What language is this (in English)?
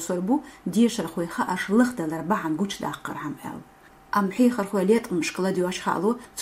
Chechen